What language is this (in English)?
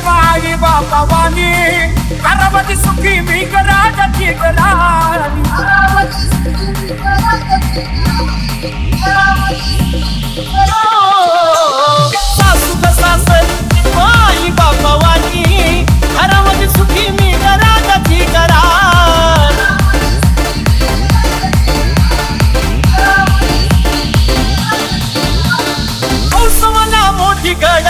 Marathi